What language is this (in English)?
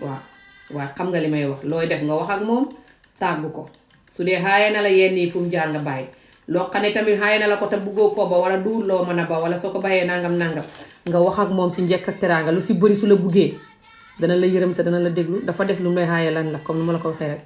Wolof